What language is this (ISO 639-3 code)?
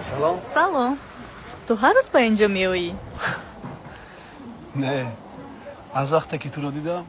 tgk